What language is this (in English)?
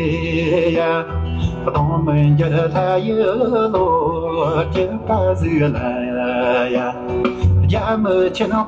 Tibetan